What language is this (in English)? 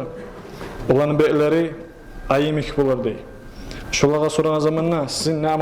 Kumyk